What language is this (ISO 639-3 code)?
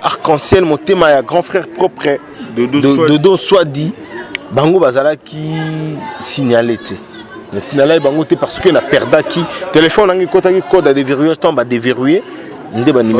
lin